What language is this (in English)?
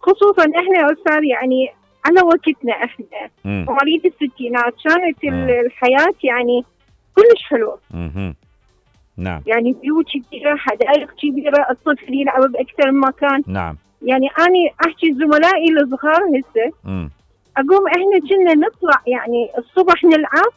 Mesopotamian Arabic